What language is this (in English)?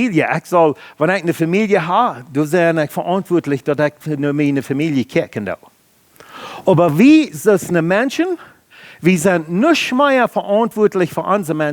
Plautdietsch